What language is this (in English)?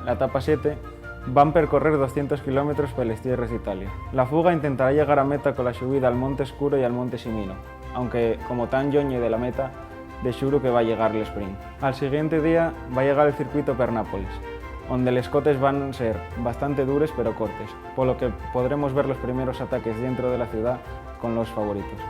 Asturian